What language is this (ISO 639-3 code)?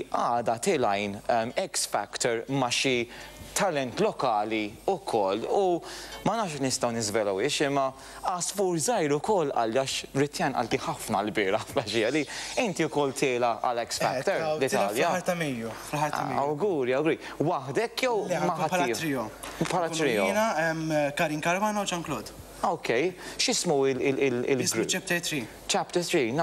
mlt